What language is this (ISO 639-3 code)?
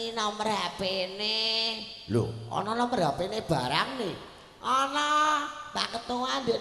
jav